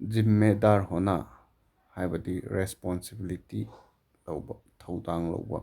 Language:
Manipuri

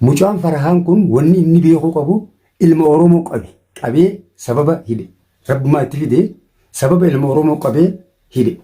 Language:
Oromo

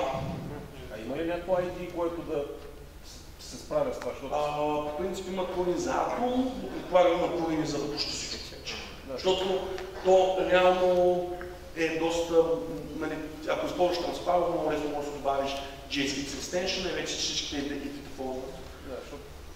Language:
Bulgarian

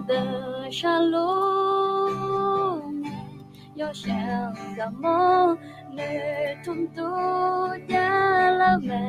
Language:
Akha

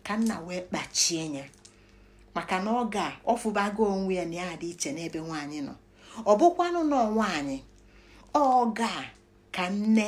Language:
Igbo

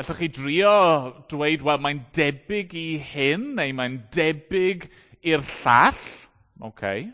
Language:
Welsh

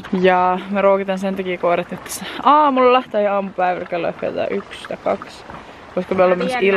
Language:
Finnish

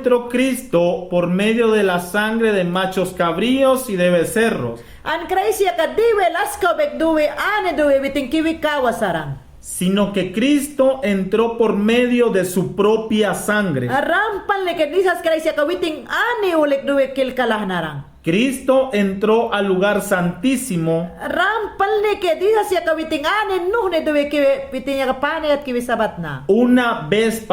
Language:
Mayangna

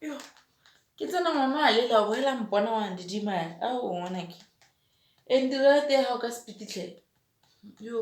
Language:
Tswana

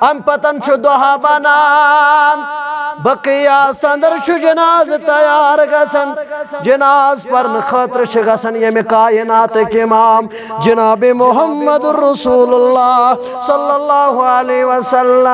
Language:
Kashmiri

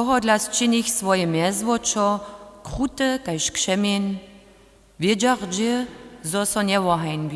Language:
Upper Sorbian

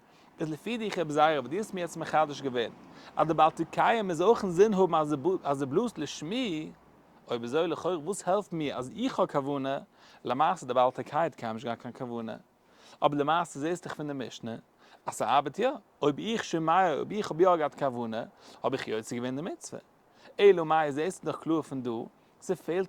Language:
Yiddish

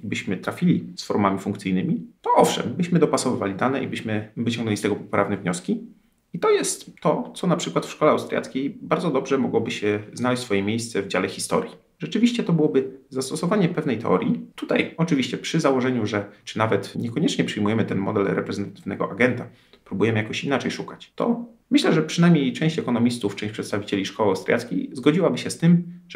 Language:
Polish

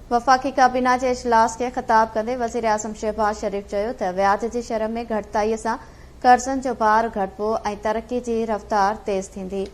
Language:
Sindhi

